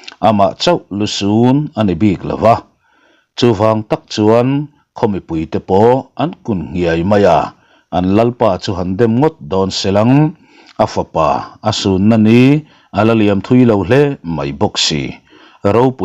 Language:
Mizo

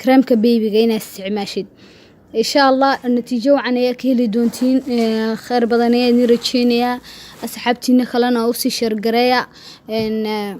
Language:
Somali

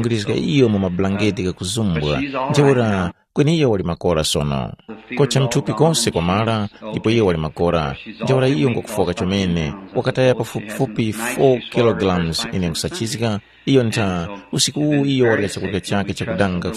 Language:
Tumbuka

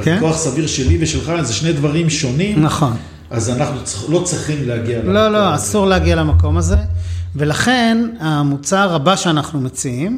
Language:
Hebrew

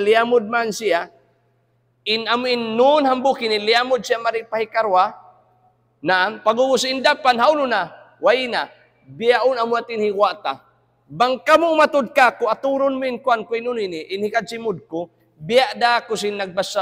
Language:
Tausug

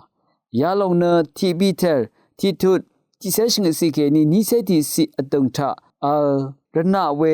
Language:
Rawang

